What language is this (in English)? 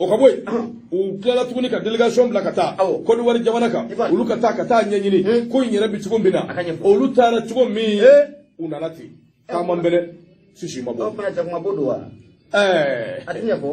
Bambara